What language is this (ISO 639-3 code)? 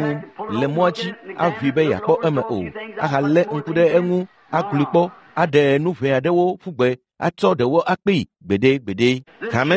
ewe